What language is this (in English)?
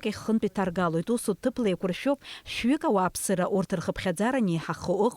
Abkhazian